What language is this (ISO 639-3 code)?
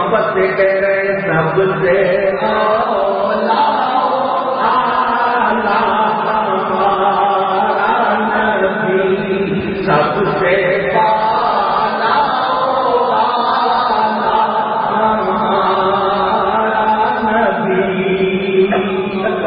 urd